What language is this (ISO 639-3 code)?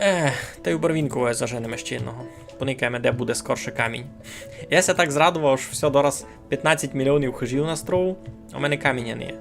rue